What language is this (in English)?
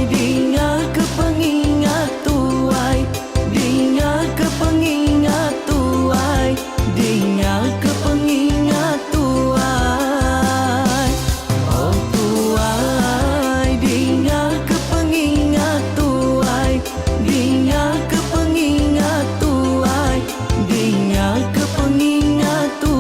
Iban